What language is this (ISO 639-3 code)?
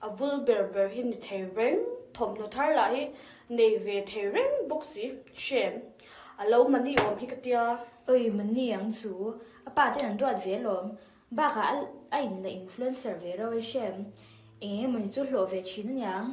lus